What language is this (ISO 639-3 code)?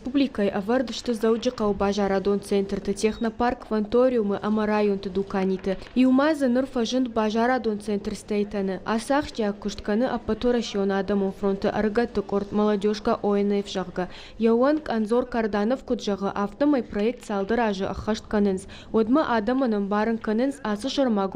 oss